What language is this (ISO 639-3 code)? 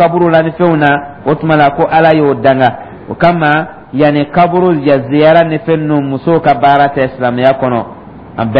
dyu